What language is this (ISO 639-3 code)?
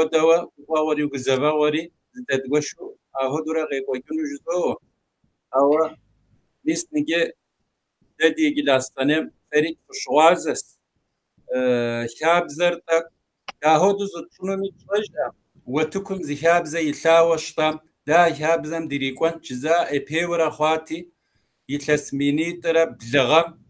kbd